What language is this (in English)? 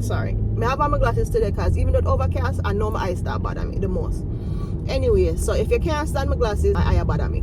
Jamaican Creole English